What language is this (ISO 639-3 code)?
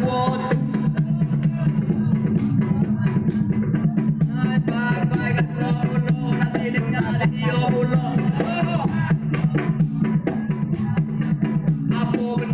msa